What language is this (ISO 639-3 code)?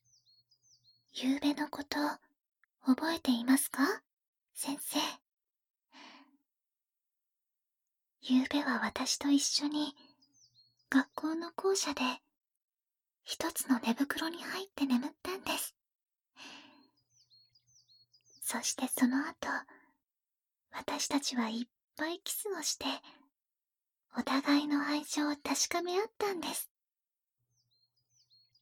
jpn